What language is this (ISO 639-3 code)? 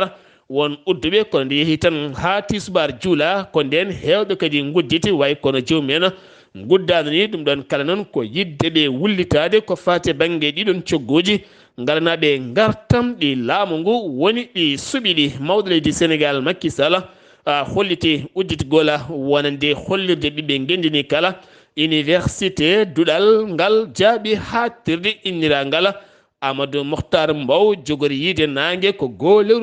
ful